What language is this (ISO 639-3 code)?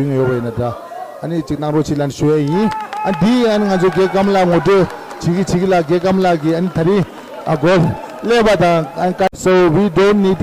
bod